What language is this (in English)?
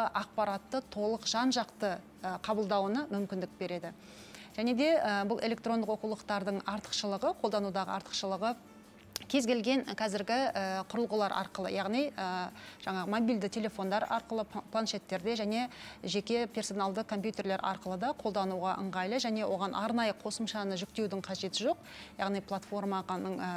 Kazakh